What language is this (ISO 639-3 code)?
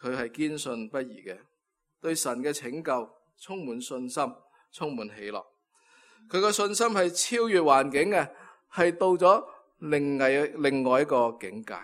yue